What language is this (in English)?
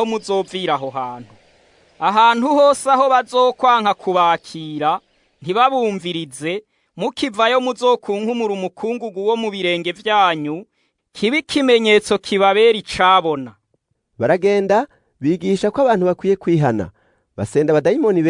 Rundi